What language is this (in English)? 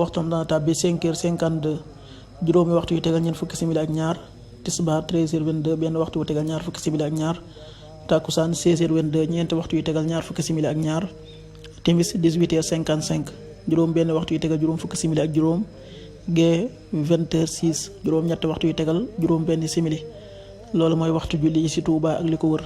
Wolof